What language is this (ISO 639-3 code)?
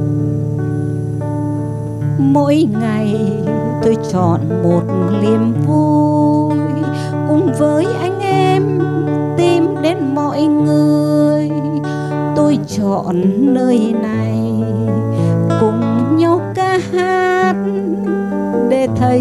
vie